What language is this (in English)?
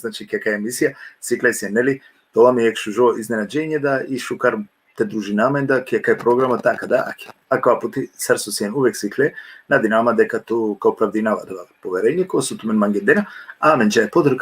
Balkan Romani